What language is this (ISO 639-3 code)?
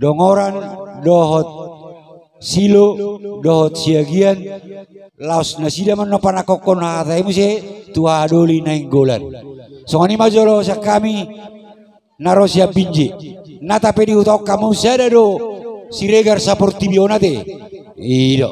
bbc